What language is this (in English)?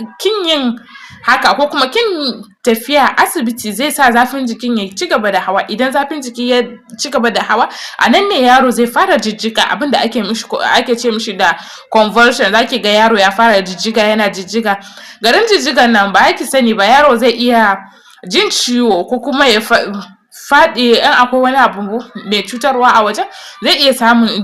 Hausa